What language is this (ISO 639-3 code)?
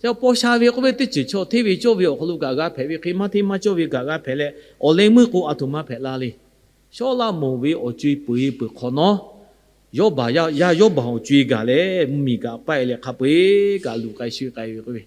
lhu